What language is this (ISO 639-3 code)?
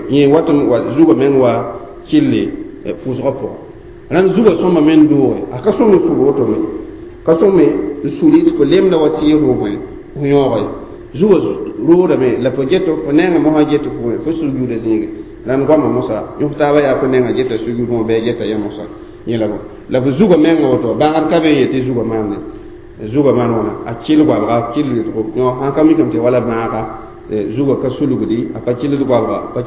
mos